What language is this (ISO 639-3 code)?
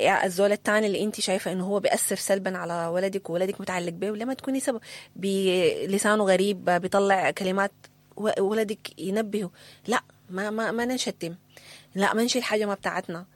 apd